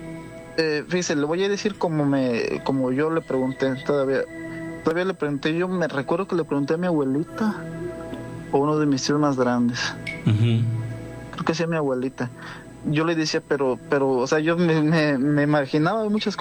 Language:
Spanish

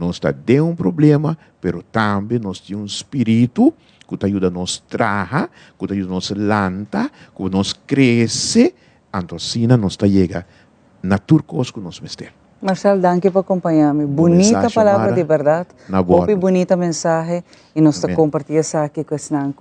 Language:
Papiamento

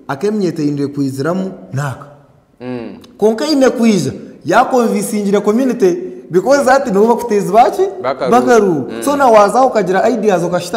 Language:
Nyankole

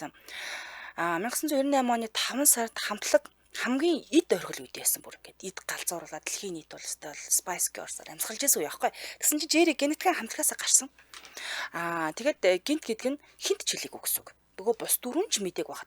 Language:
Mongolian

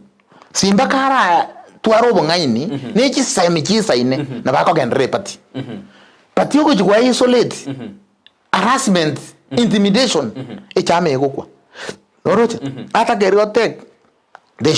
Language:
Gusii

